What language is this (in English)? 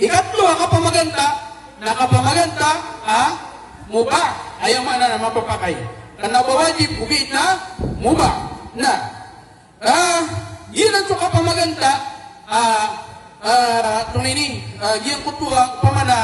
Maranao